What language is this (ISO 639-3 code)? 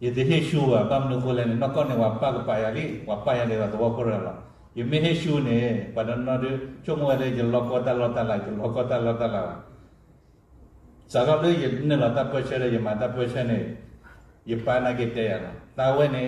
ksw